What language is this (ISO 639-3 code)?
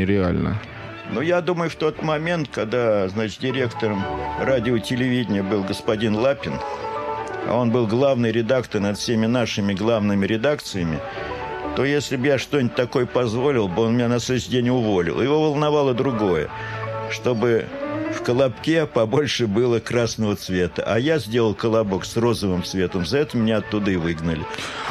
rus